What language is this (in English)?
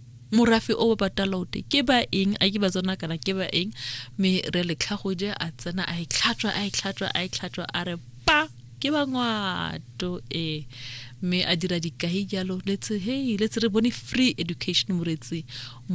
Tswana